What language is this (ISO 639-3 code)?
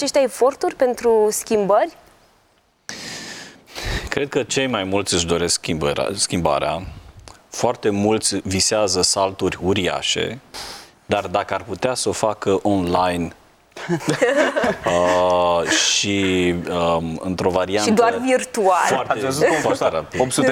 ron